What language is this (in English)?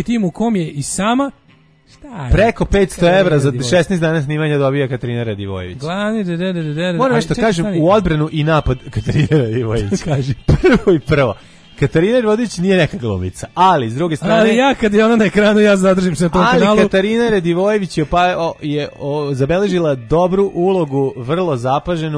Serbian